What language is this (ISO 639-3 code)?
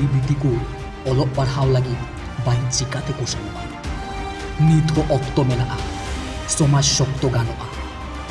sat